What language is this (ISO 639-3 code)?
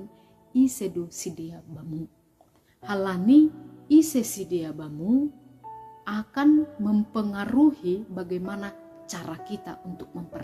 bts